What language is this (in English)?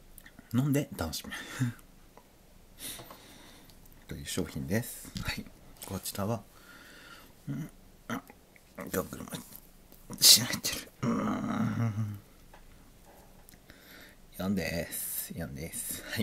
Japanese